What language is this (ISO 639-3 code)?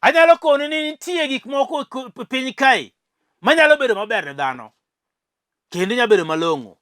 luo